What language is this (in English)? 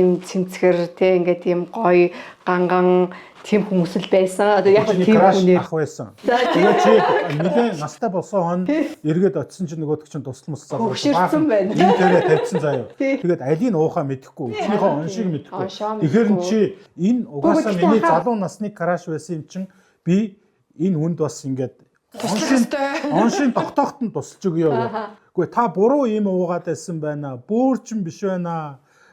Mongolian